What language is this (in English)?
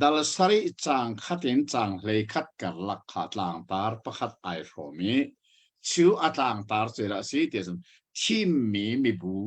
Hakha Chin